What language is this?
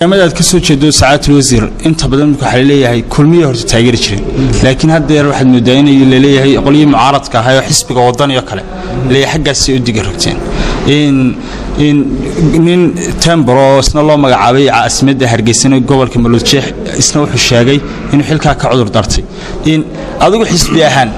Somali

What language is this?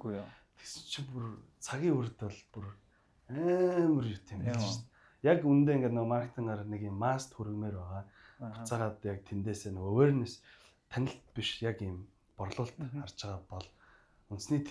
Mongolian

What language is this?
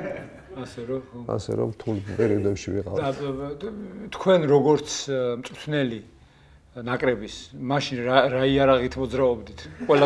Georgian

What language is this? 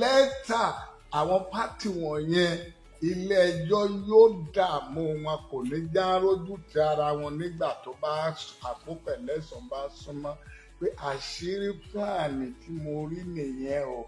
Yoruba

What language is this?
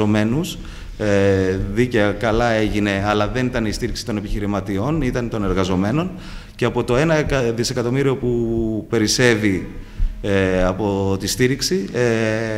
Greek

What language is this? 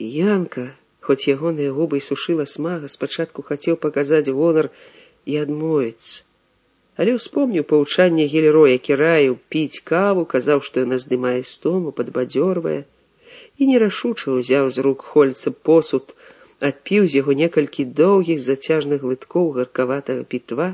Belarusian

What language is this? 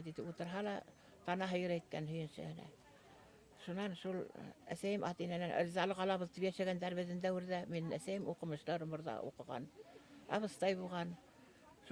Bashkir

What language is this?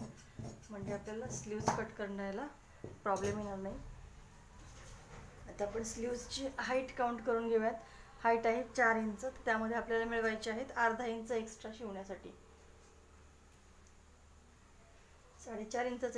Marathi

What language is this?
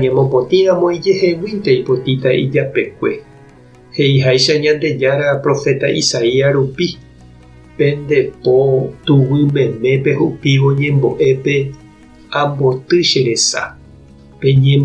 Guarani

